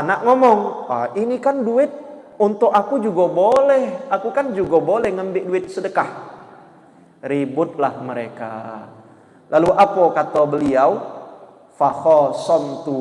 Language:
Musi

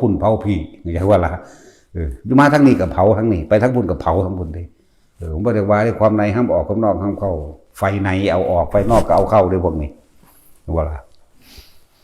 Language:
Northeastern Thai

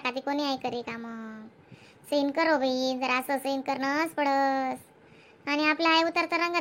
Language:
Khandesi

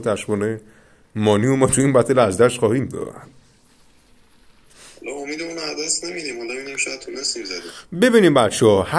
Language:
Persian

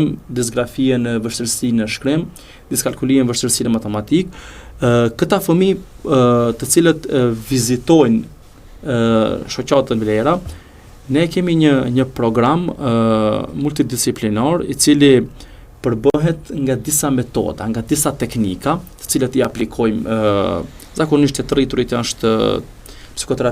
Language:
Albanian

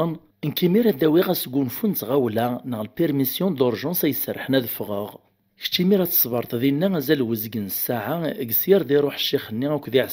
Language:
Kabyle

